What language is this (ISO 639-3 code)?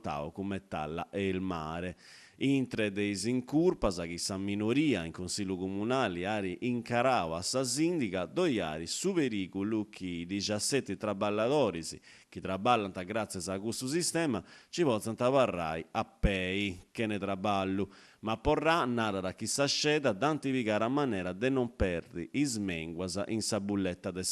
srd